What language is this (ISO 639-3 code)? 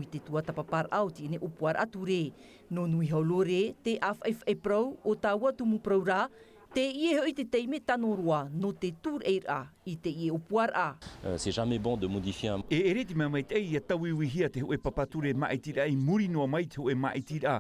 tah